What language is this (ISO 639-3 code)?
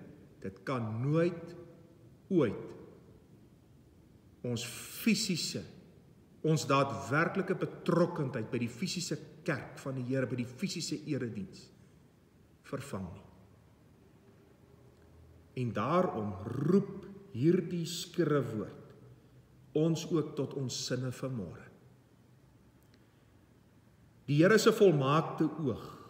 afr